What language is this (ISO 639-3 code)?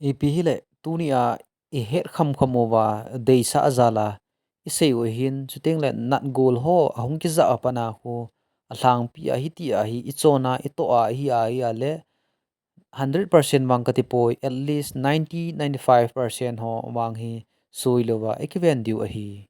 tcz